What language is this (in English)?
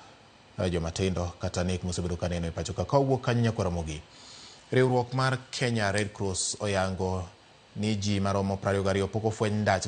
Luo (Kenya and Tanzania)